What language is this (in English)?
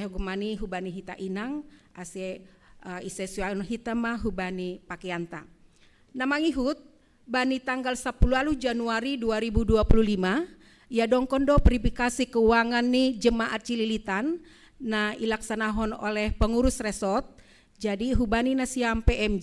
Batak Simalungun